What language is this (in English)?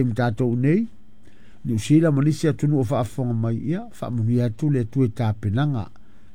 Samoan